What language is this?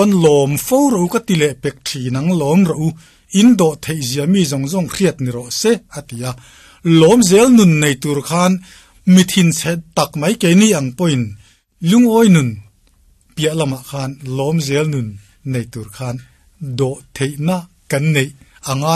Mizo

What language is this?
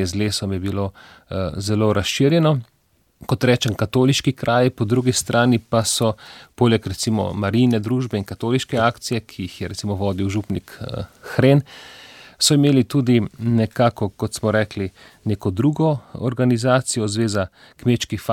Slovenian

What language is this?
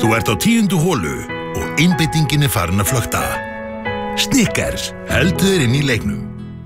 Icelandic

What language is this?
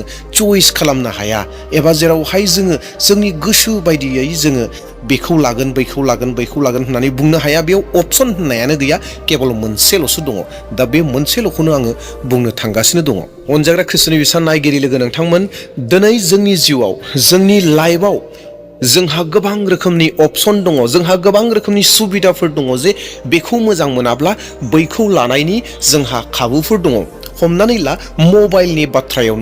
Bodo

